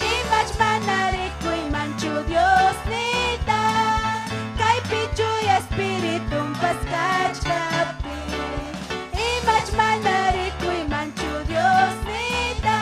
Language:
Ayacucho Quechua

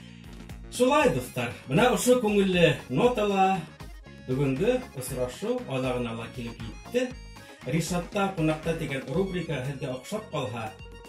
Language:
Bashkir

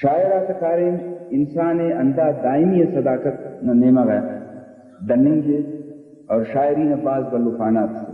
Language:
Brahui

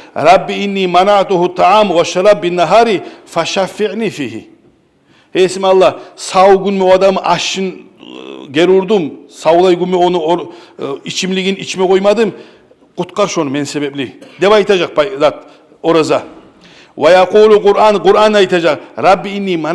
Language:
Kumyk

